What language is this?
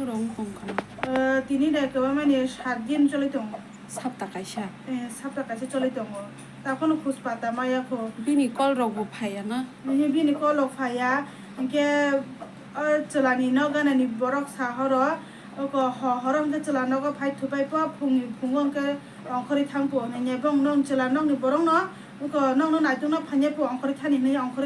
Kok Borok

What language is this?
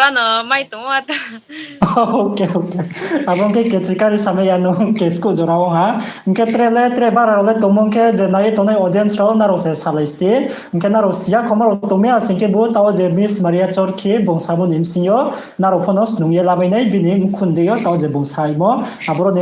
Riang (India)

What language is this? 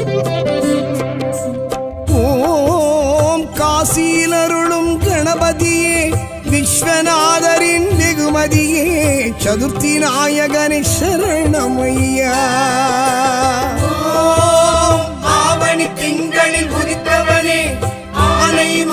Tamil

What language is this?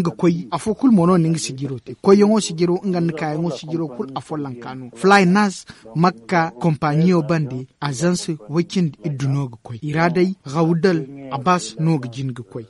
Zarma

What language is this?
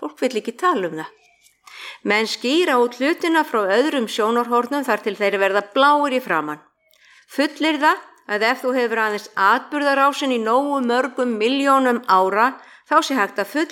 Icelandic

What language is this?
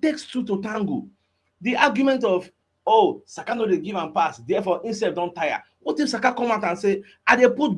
Nigerian Pidgin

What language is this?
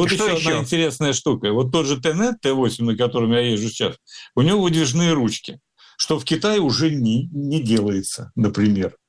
Russian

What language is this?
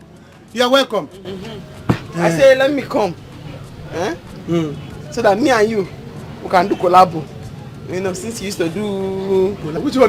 Nigerian Pidgin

